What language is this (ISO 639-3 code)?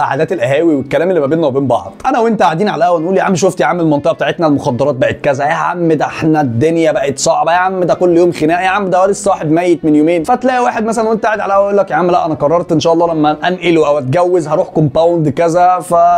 arz